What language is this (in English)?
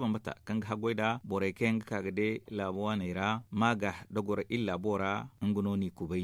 Zarma